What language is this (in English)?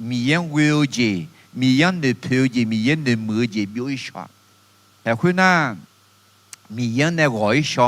Akha